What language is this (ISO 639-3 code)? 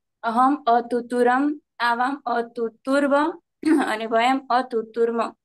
guj